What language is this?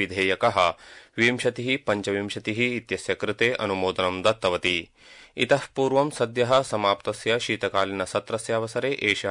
Sanskrit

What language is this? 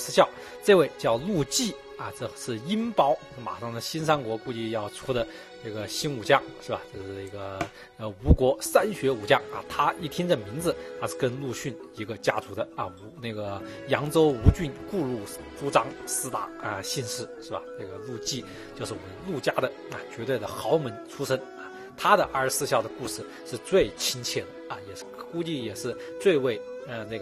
Chinese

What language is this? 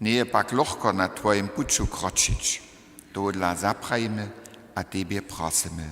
Upper Sorbian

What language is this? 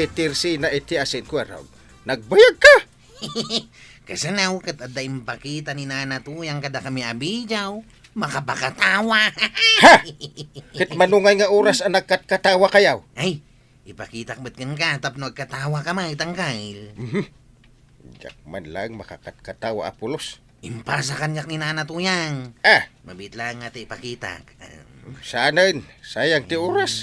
Iloko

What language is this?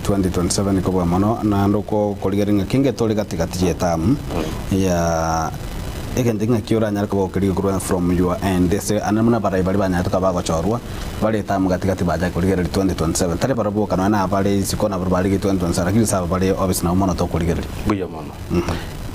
Gusii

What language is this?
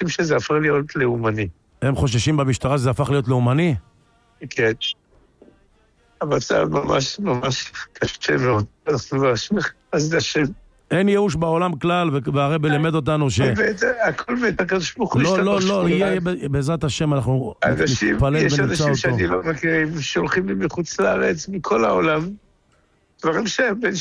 Hebrew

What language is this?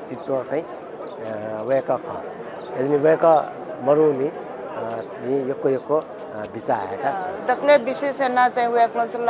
Newari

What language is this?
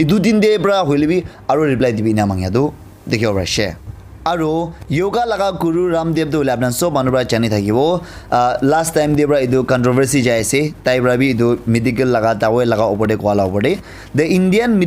Naga Pidgin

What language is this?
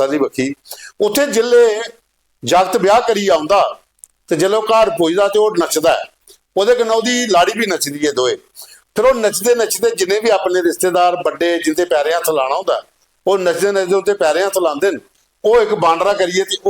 Dogri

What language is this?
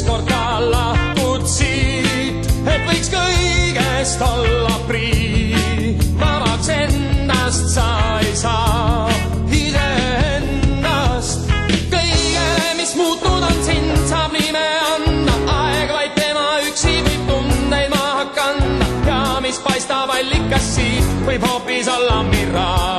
Estonian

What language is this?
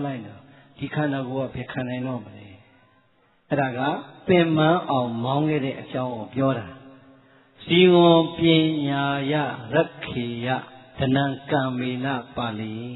Burmese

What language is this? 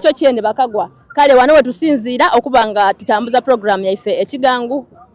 Soga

